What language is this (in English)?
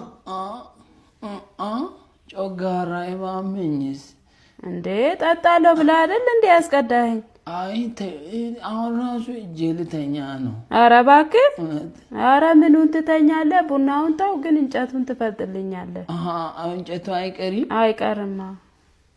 Amharic